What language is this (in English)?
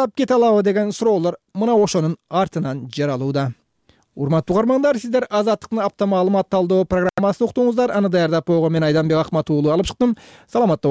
Kyrgyz